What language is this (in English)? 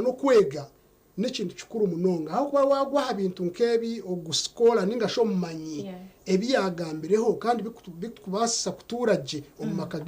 Nyankole